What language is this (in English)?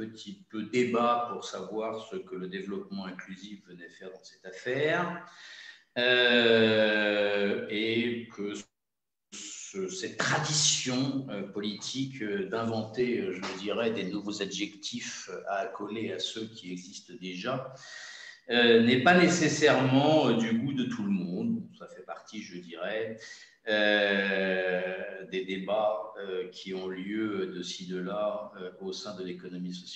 French